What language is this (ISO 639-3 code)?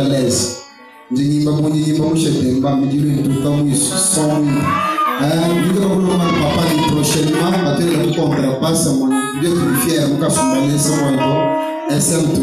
swa